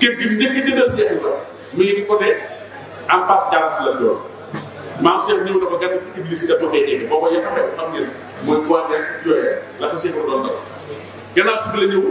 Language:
Wolof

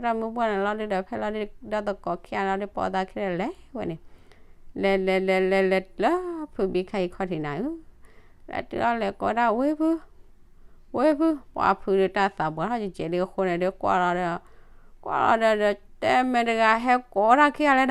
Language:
S'gaw Karen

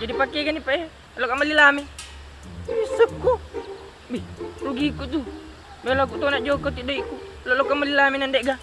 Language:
Buginese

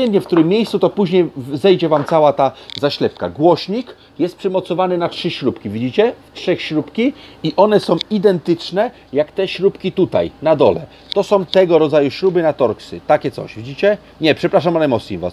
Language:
Polish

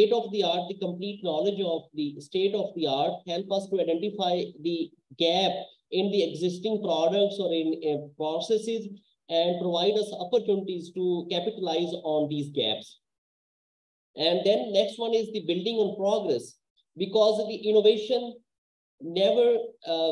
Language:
English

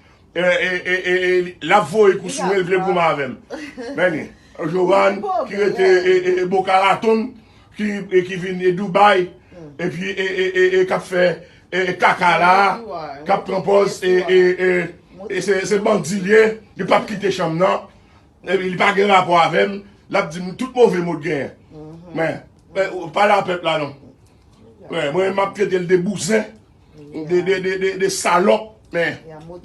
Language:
Haitian Creole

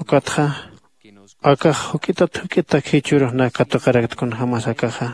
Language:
Aymara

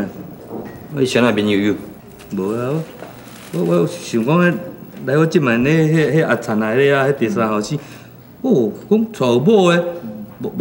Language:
Min Nan Chinese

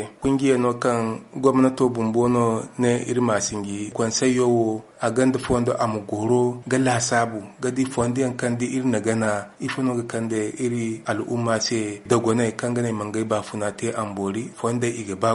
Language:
Zarma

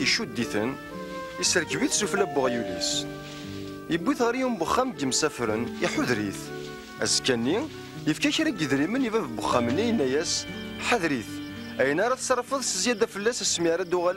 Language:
Kabyle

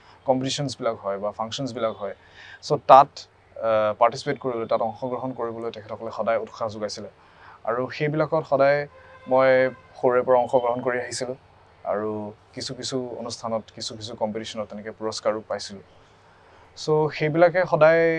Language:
Assamese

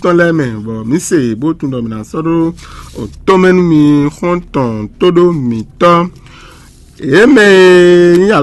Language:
Fon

